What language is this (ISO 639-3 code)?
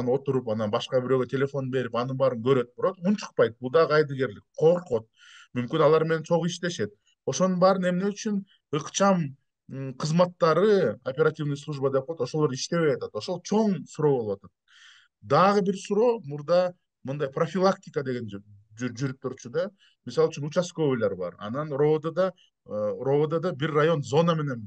kir